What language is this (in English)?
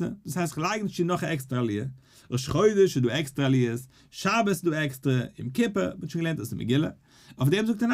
Yiddish